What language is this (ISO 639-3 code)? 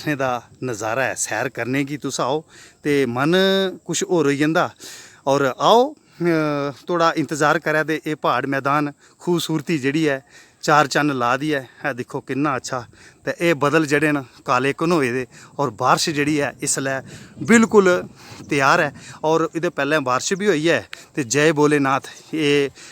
doi